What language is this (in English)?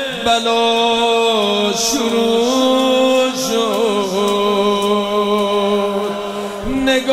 Persian